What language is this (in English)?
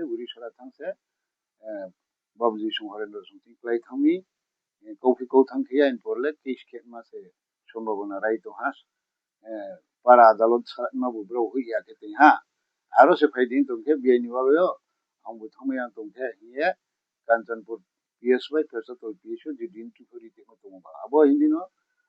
Riang (India)